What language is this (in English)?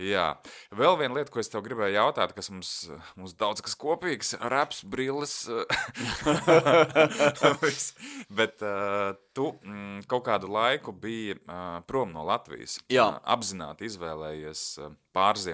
Latvian